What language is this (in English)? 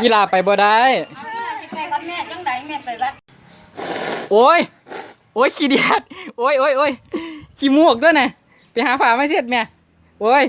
Northeastern Thai